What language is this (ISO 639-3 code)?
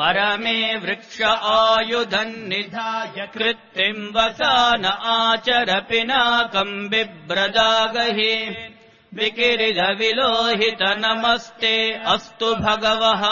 san